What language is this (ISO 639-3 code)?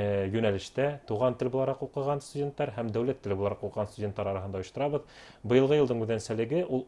bak